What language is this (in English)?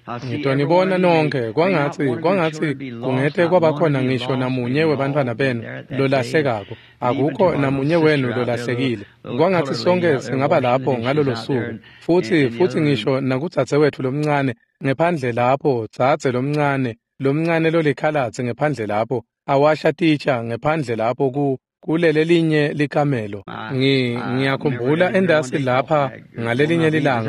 Swati